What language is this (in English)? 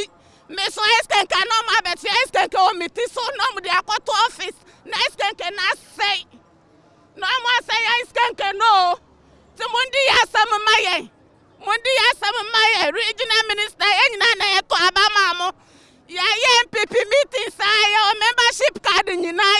Akan